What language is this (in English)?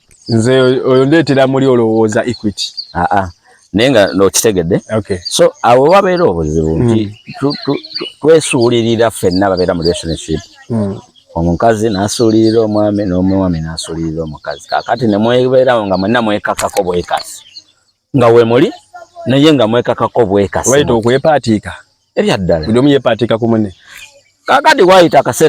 Ganda